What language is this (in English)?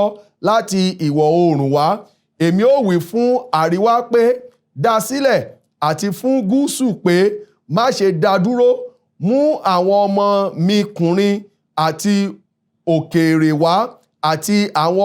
Yoruba